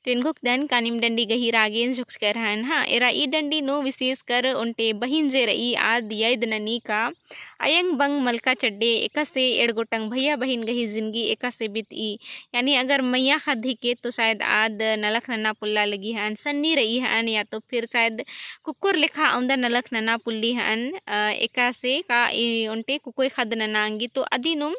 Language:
Kurukh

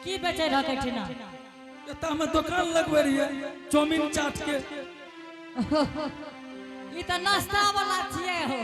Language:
Angika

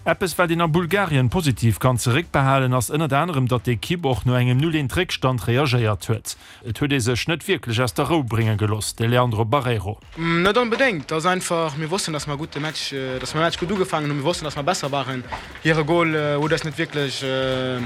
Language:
Luxembourgish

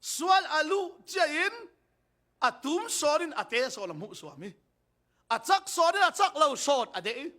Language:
Falam Chin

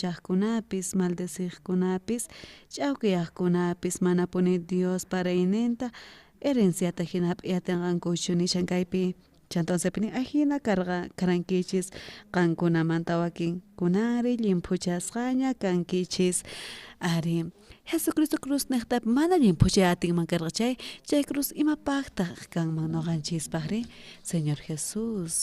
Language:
South Bolivian Quechua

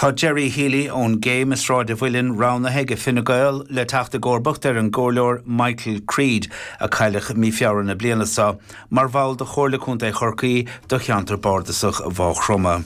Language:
Irish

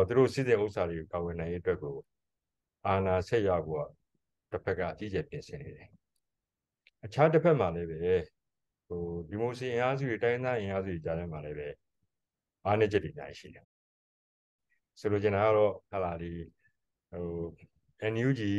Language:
Burmese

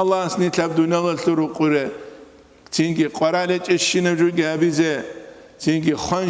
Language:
Avaric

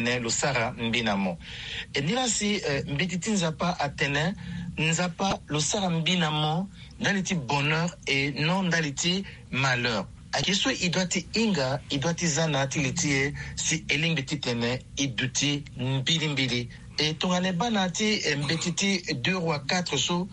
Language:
Sango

